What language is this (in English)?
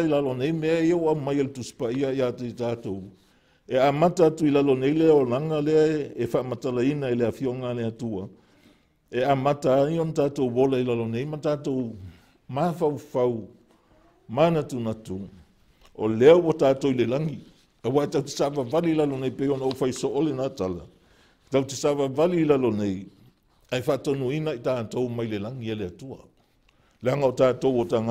Samoan